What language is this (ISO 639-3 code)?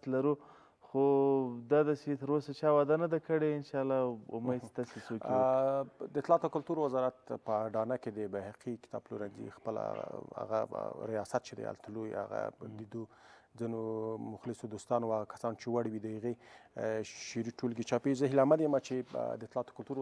pus